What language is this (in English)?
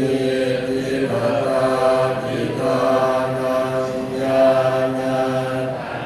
Pali